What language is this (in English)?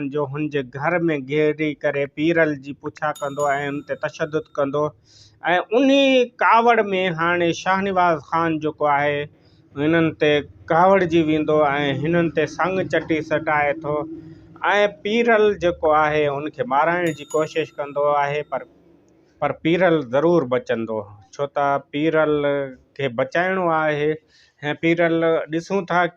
Sindhi